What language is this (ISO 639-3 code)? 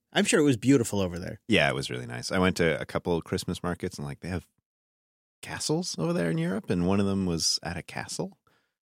eng